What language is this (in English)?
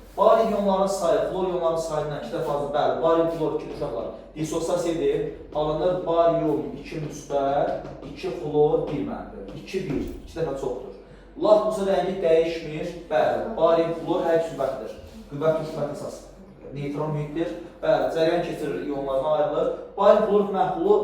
Azerbaijani